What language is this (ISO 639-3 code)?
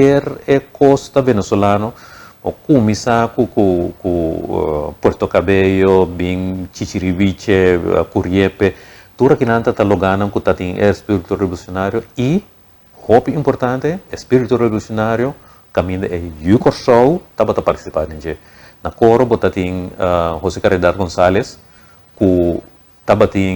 pap